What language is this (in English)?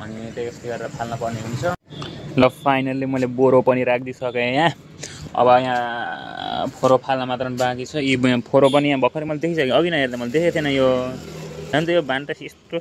Nepali